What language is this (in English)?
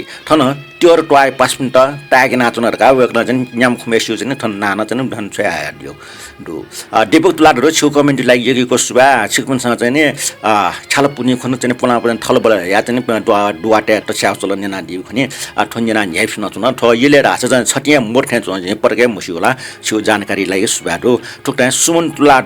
Newari